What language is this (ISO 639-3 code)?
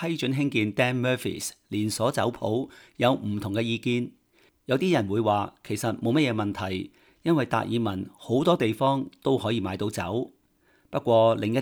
yue